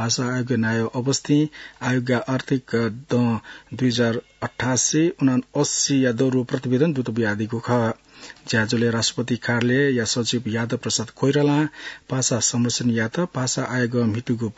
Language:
Newari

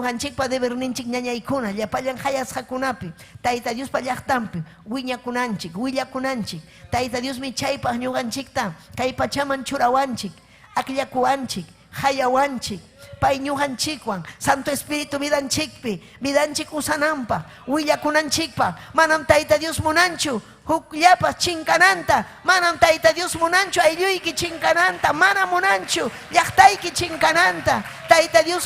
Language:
Ayacucho Quechua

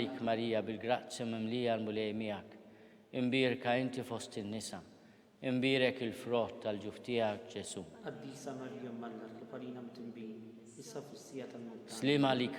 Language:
Maltese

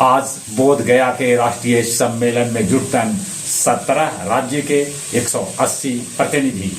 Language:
Magahi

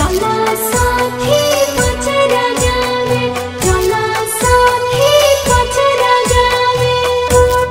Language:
Bhojpuri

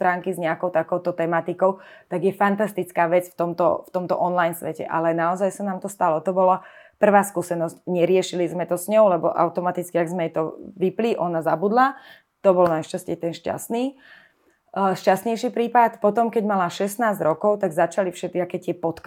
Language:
Slovak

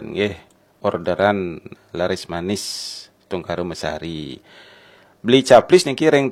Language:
Balinese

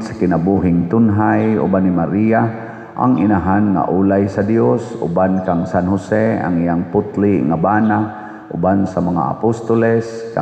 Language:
Cebuano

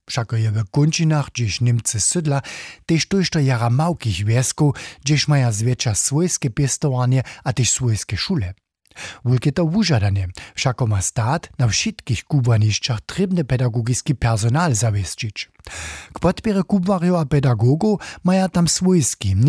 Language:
Upper Sorbian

